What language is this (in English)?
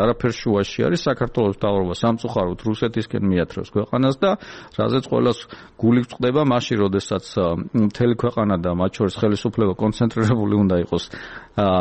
Georgian